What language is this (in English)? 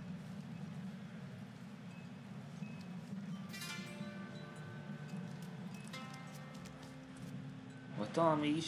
Hungarian